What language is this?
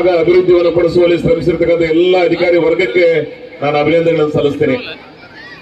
Kannada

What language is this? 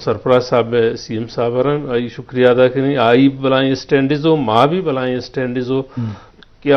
Eastern Balochi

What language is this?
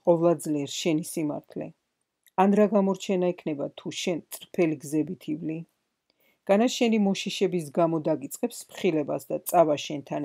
Georgian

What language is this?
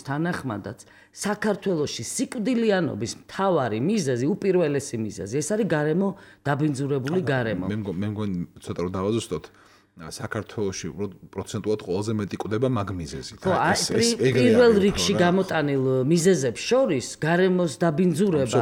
Georgian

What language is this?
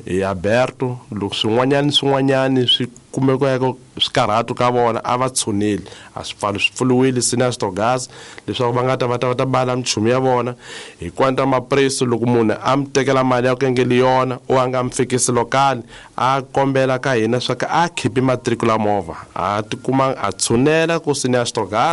Tsonga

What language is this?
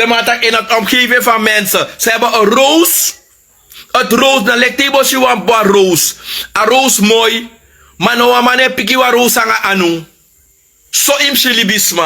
Sranan Tongo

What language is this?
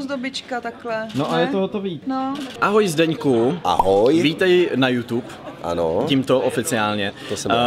Czech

